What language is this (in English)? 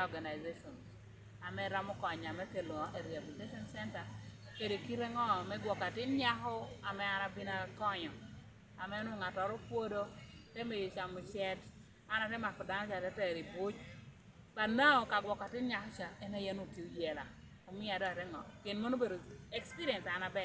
Lango (Uganda)